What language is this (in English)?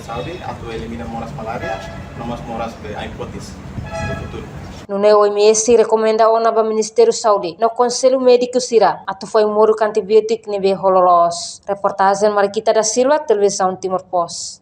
Tetum